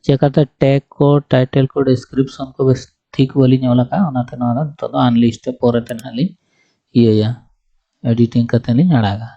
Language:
Santali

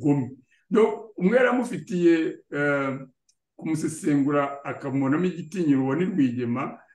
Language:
Kinyarwanda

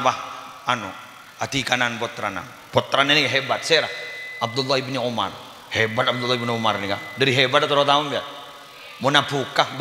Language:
Madurese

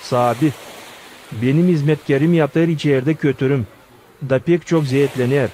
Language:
Gagauz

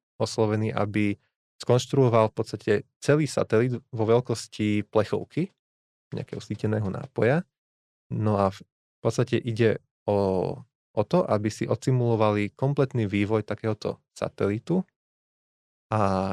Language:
Slovak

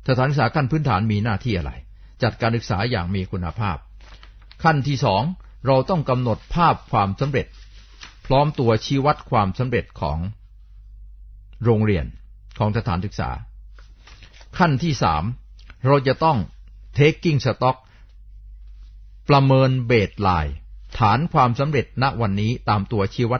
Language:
Thai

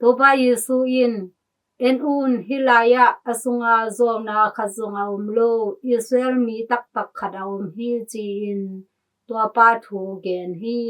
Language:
Tedim Chin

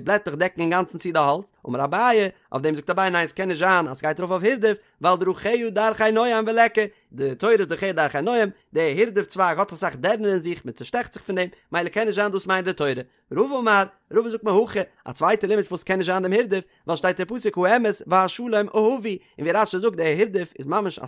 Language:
Yiddish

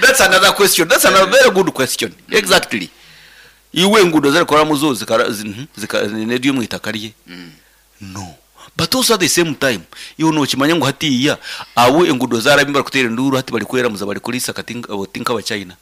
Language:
Nyankole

